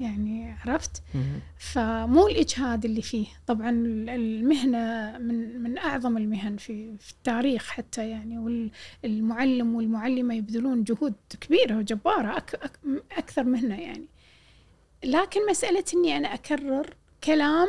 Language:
Gulf Arabic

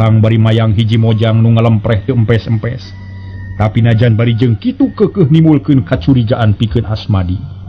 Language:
Sundanese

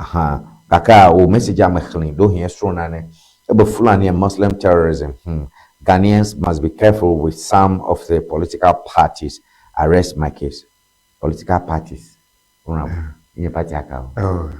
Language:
Ewe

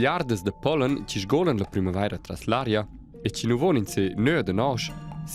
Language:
Romansh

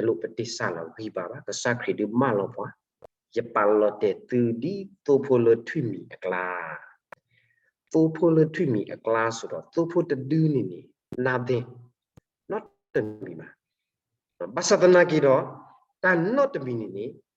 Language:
S'gaw Karen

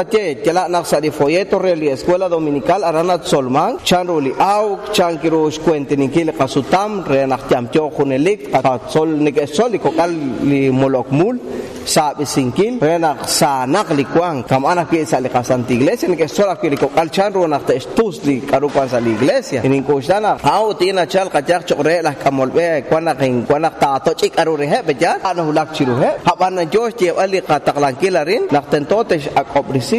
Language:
Kekchí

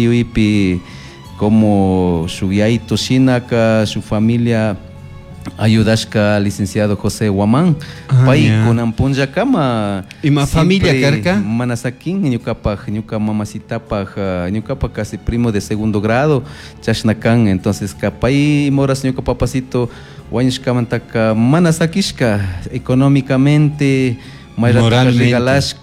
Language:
Chimborazo Highland Quichua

